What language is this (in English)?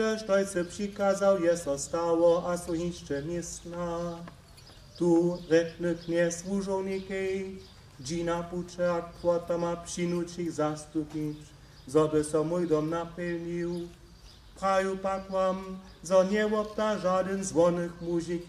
Upper Sorbian